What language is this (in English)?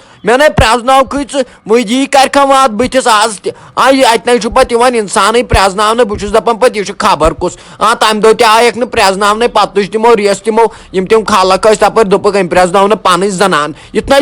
Kashmiri